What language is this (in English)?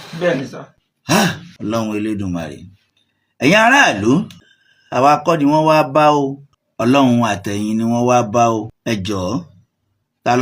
Yoruba